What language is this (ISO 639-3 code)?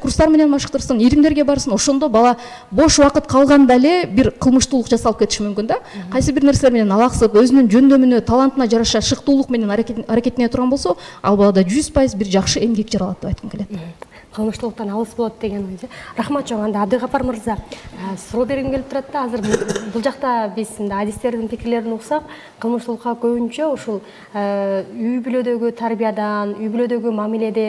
kir